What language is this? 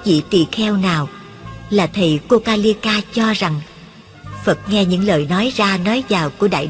Vietnamese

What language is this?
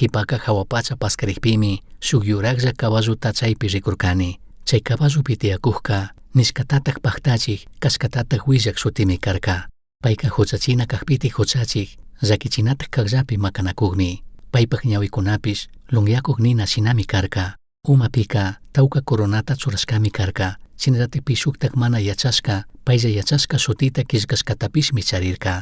Chimborazo Highland Quichua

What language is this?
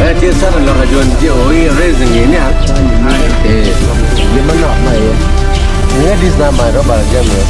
Acoli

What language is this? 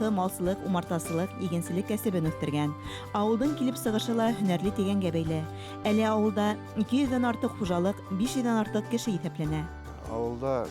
Bashkir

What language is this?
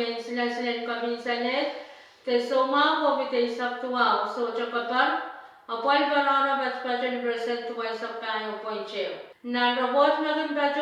Pohnpeian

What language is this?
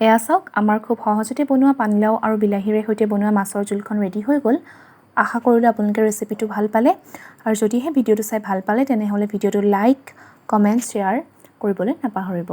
Assamese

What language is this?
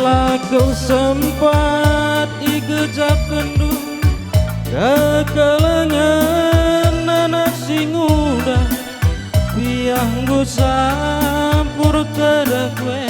Batak Karo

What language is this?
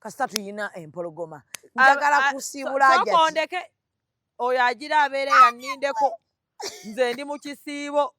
Ganda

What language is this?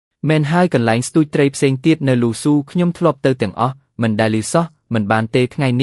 Khmer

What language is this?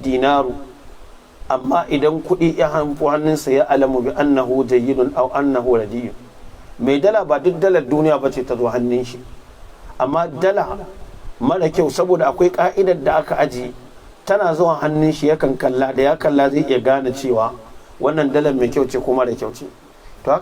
Hausa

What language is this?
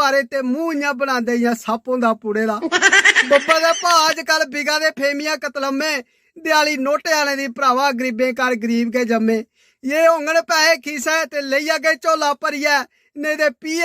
Dogri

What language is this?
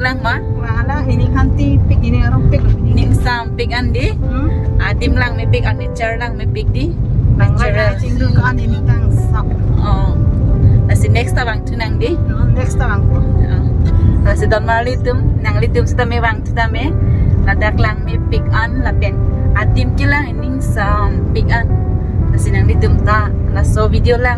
Karbi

